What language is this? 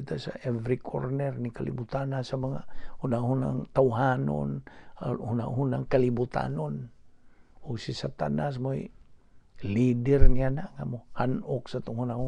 Cebuano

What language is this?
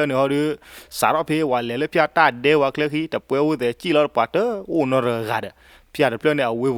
S'gaw Karen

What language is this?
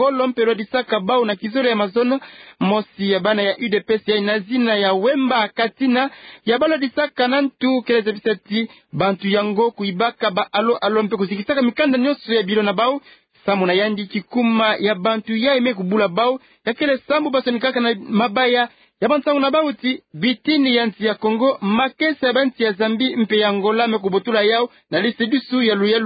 Kituba (Democratic Republic of Congo)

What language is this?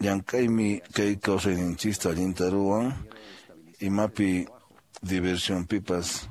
Quechua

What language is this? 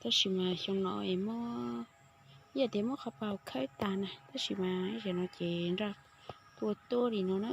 Hmong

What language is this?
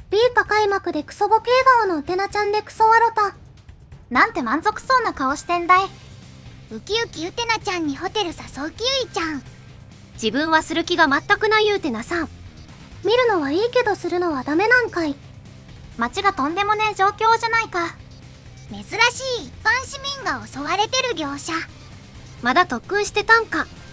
Japanese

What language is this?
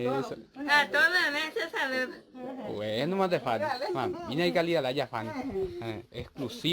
Guarani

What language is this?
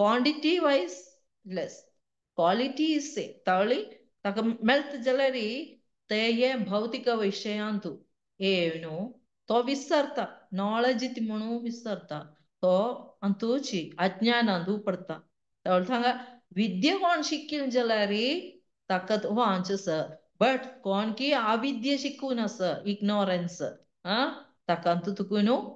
Konkani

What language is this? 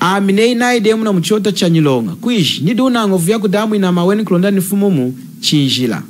Lunda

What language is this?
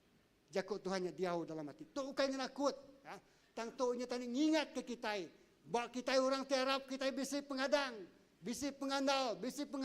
Iban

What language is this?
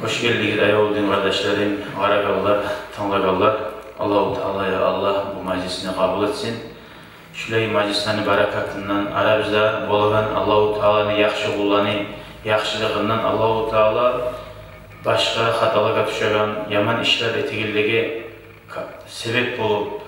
Kumyk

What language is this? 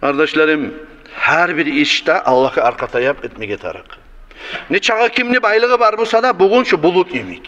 Kumyk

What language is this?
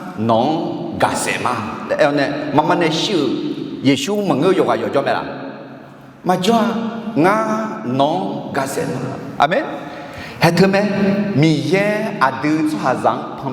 Akha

